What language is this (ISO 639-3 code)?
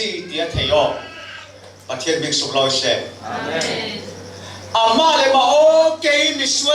cfm